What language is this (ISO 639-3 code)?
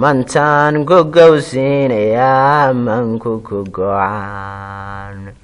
som